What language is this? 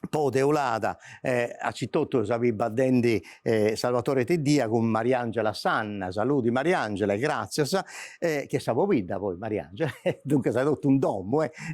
Sardinian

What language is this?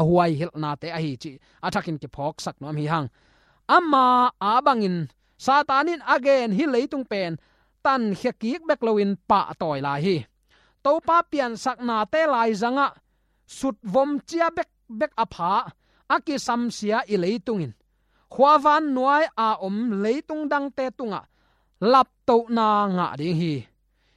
Tedim Chin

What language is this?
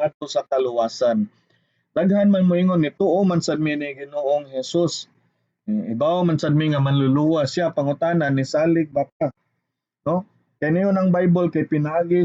Cebuano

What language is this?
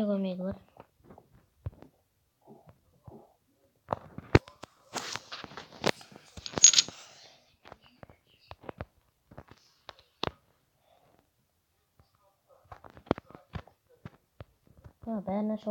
Kazakh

